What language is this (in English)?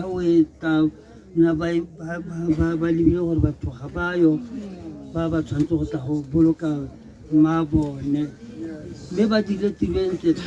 Tswana